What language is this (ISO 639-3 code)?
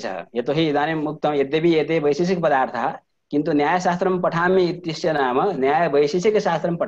san